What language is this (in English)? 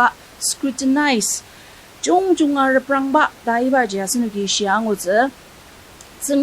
Ao Naga